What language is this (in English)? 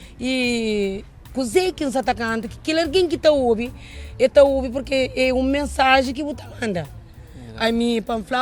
Kabuverdianu